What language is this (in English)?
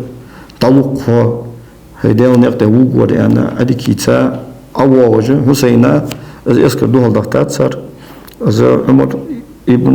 Ingush